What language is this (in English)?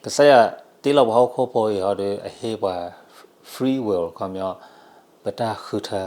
S'gaw Karen